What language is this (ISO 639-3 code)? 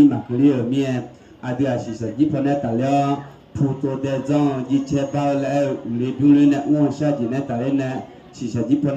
ahk